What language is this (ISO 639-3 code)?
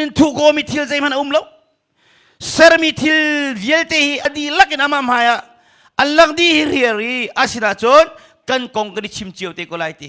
cnh